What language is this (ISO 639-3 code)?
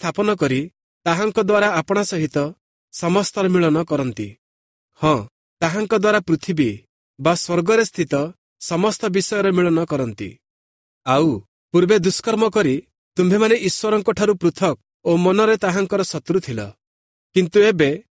ori